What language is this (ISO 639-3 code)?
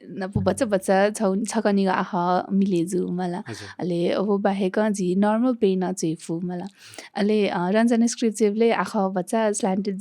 new